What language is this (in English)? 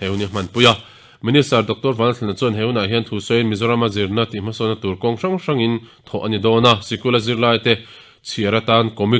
Mizo